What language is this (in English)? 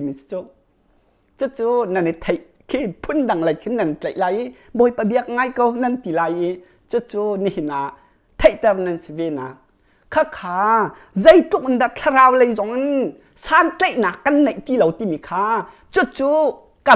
Hakha Chin